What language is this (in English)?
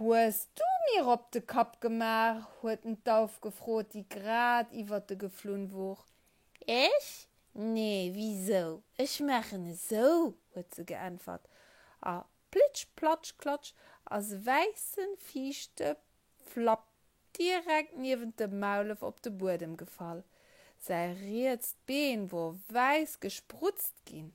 Luxembourgish